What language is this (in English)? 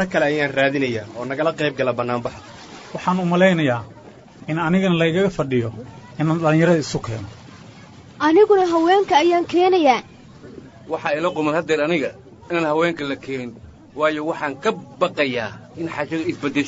Somali